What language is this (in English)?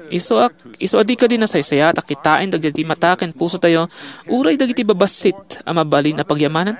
Iloko